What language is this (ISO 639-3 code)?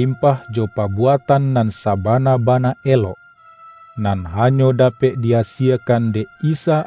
min